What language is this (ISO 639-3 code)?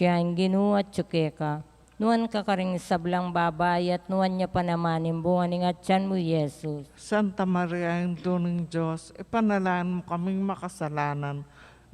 pam